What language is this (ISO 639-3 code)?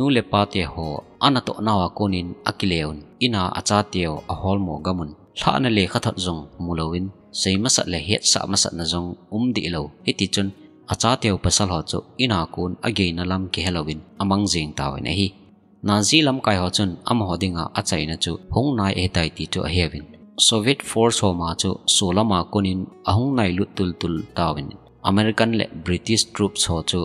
tcz